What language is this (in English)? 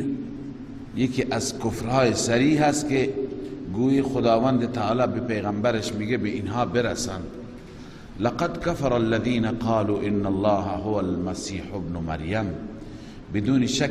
Persian